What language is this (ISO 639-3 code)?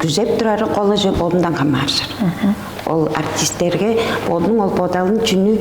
tyv